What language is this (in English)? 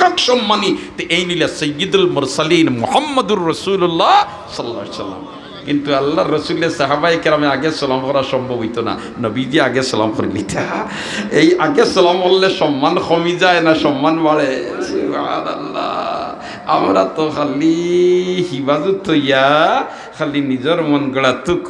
Sylheti